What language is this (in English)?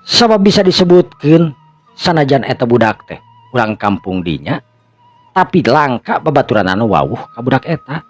Sundanese